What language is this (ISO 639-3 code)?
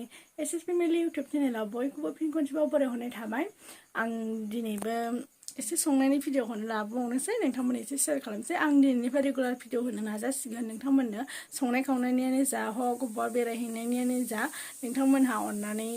brx